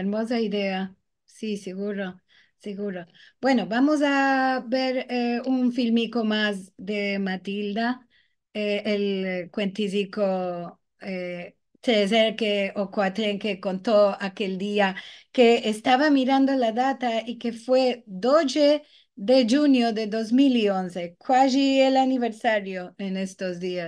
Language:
Ladino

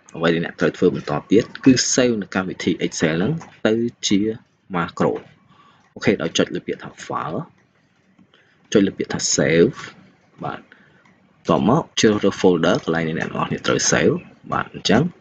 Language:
Khmer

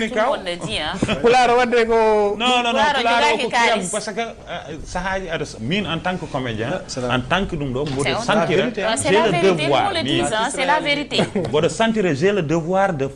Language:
Fula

